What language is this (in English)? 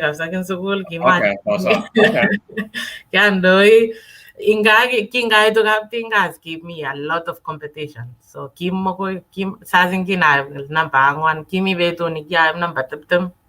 Kalenjin